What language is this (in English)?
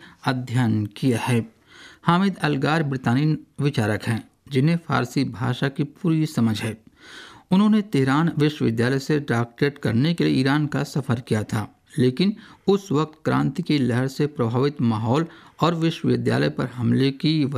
Hindi